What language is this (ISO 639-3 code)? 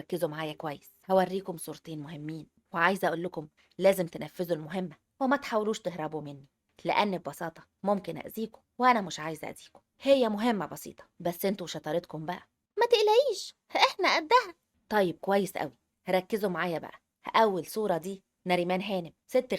arz